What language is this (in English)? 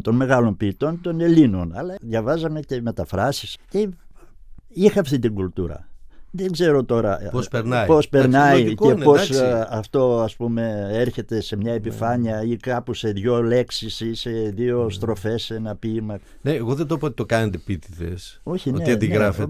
Greek